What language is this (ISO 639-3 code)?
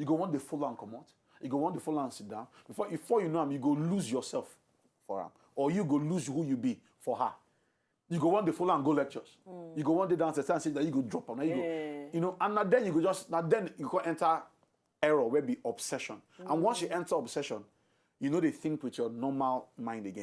pcm